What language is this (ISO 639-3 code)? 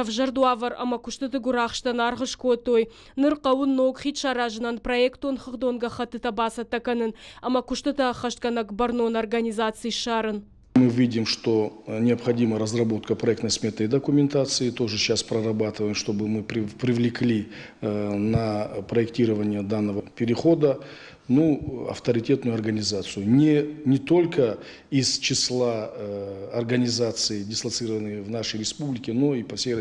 oss